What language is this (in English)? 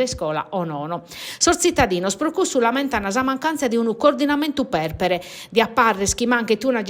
Sardinian